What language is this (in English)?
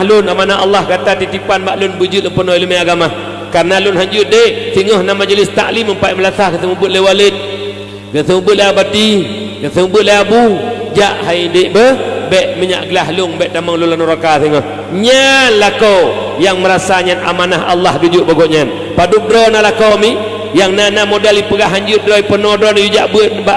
Achinese